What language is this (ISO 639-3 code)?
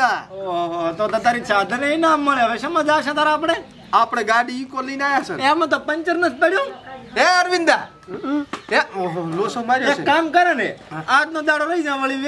guj